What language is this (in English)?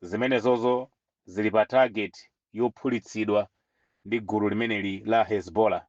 Nyanja